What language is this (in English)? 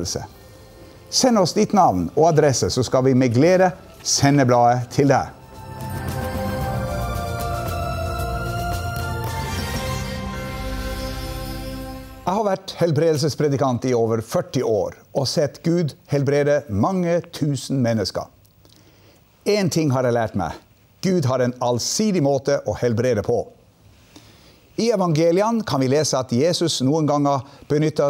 Norwegian